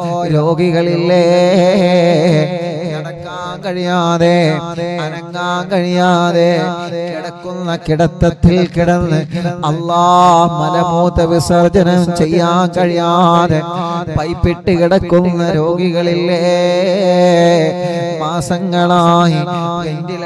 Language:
Malayalam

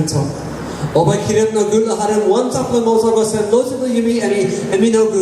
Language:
Tok Pisin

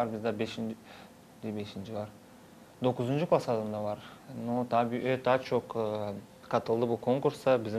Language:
Gagauz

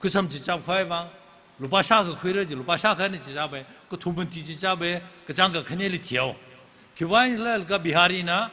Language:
Tangkhul Naga (India)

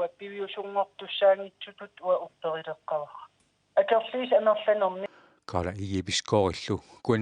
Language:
Kalaallisut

